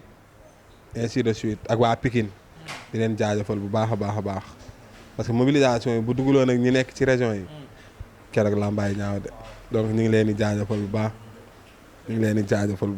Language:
Wolof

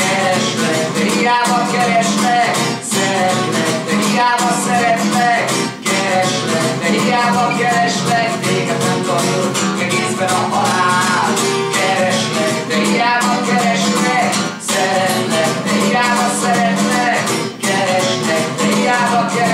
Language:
Hungarian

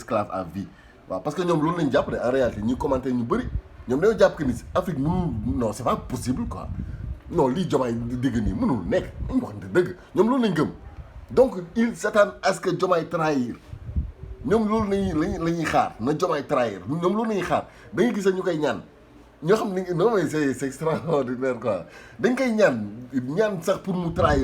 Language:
Wolof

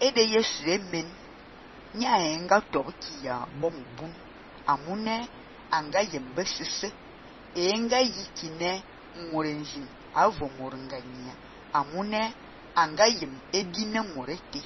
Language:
Fang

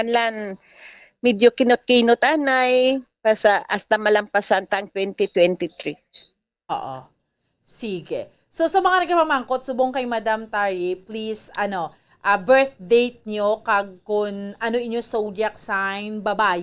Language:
Hiligaynon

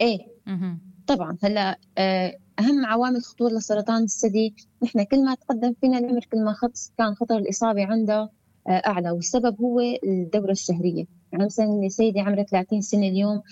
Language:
North Levantine Arabic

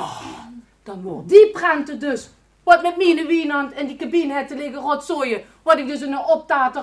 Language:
Limburgish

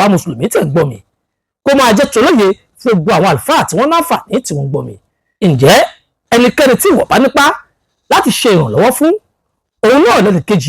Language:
Yoruba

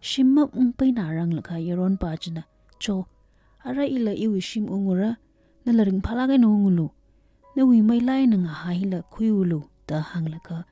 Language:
Tangkhul Naga (India)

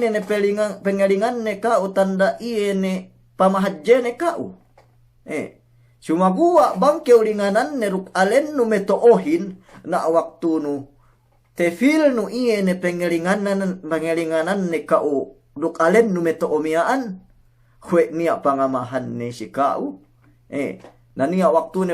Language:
Yakan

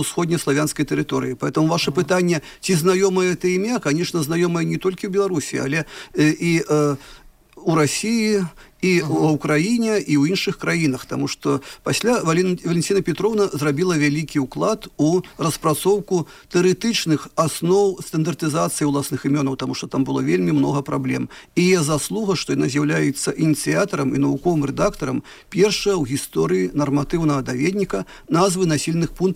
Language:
Belarusian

